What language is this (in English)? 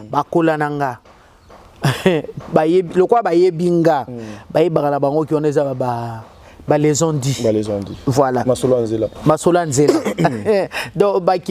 Lingala